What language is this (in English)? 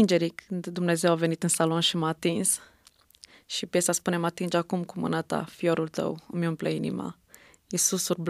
Romanian